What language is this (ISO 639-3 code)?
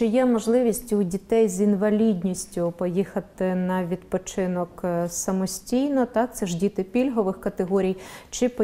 ukr